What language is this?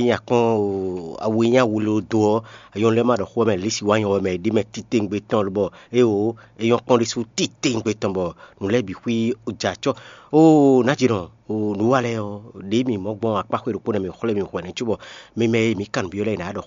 Fon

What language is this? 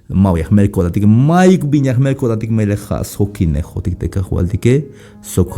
Tzeltal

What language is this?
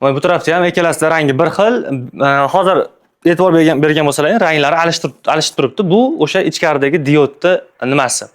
Uzbek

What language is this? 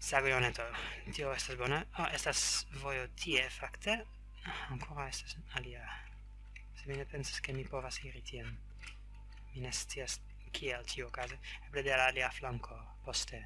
Esperanto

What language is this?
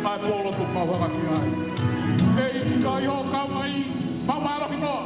Tongan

